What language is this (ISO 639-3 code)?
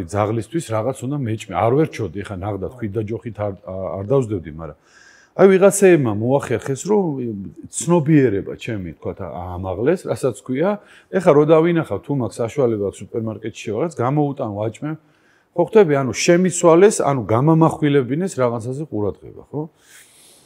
kat